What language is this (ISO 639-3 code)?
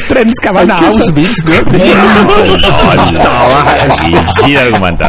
cat